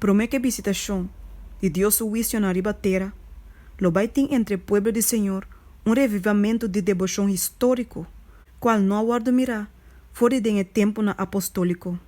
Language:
Papiamento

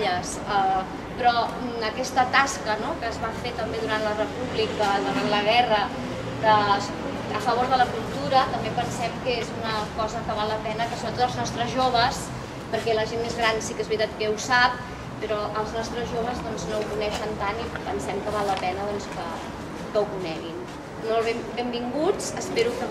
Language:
Catalan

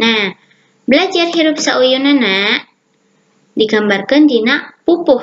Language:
Sundanese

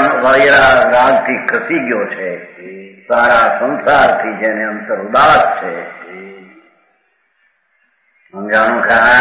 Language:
Gujarati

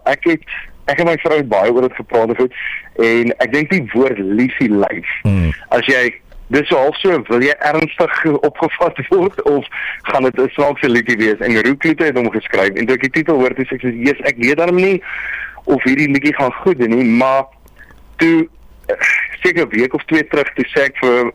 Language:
Afrikaans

